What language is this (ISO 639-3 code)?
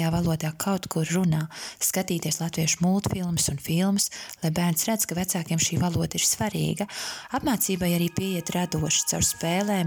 lav